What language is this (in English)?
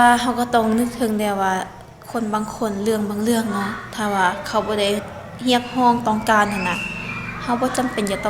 Lao